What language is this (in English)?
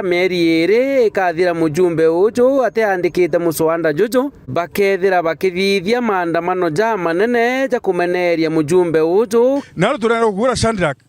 Meru